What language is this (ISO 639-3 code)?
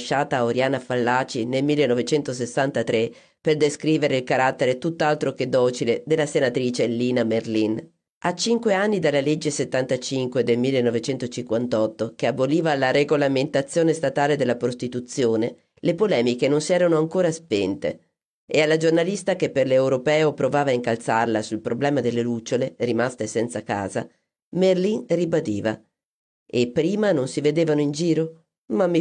ita